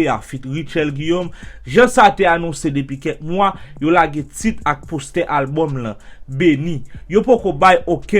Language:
Haitian Creole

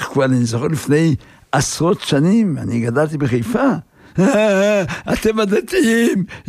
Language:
Hebrew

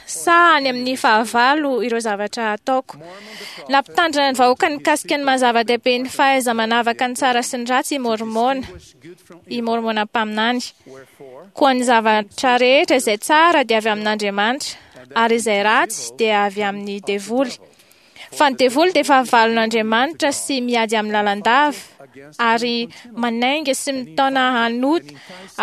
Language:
Malagasy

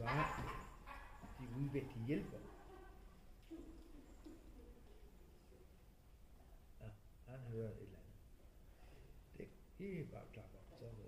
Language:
Danish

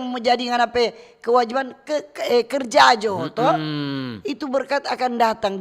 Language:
Manado Malay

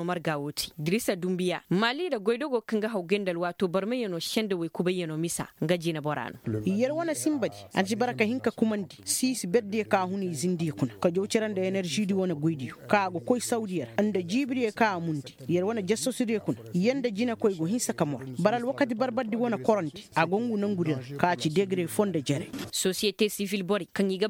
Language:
Koyraboro Senni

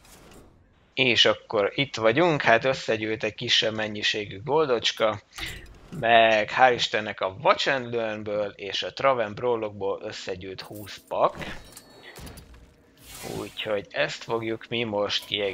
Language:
Hungarian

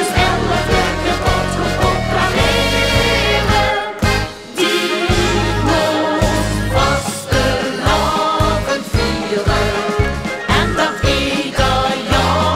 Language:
Limburgish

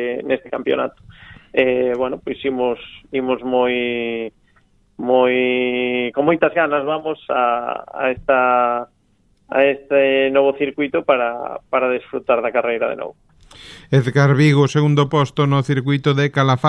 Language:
Galician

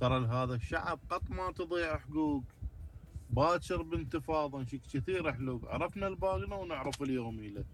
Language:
Mesopotamian Arabic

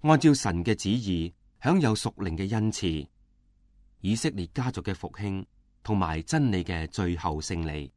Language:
Cantonese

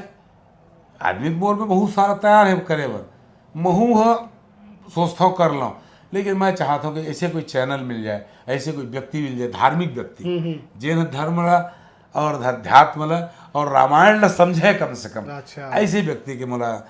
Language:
Chhattisgarhi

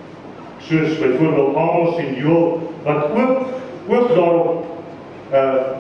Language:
Afrikaans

